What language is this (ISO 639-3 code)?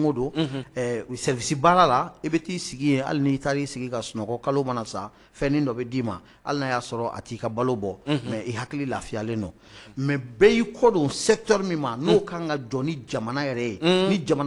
bam